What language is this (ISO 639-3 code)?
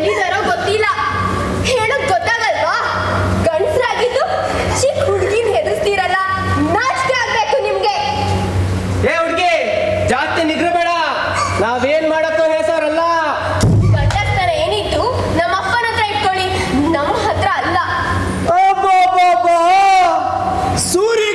kan